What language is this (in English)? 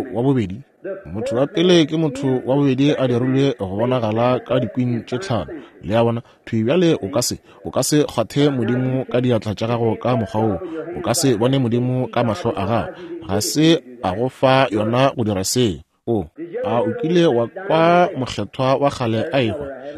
Northern Sotho